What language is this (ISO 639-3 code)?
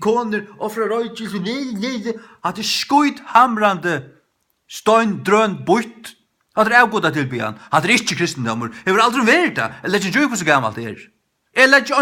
fao